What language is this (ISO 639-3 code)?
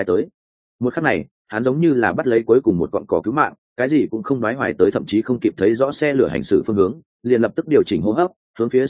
vie